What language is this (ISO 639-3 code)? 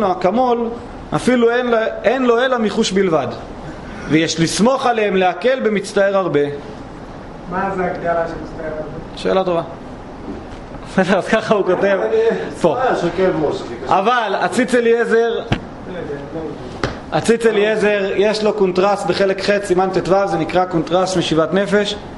heb